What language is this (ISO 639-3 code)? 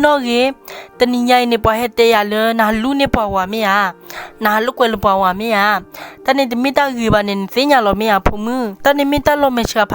ksw